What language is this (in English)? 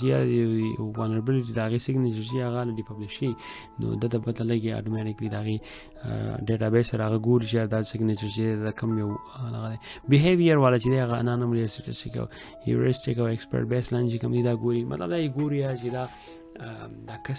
Pashto